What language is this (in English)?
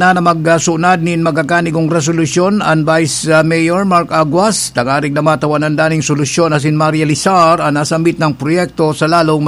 Bikol